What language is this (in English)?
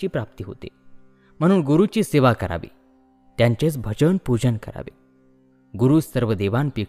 Marathi